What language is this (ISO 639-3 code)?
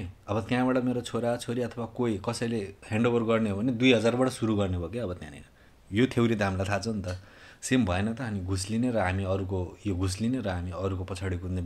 nep